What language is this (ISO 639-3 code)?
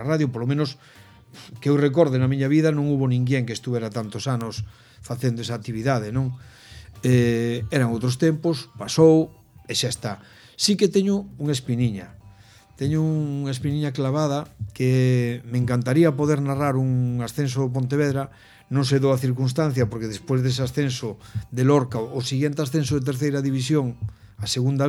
glg